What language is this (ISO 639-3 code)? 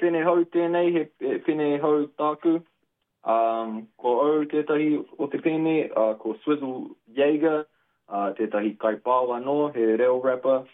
mri